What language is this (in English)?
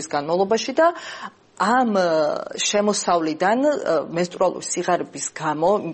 Georgian